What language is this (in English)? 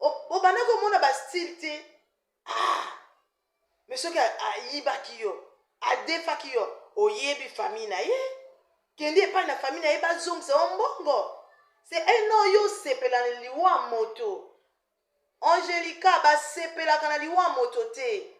Lingala